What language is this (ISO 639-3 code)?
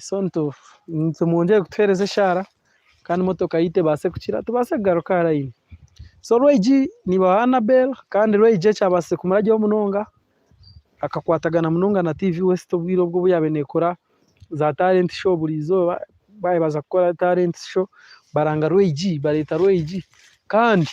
nyn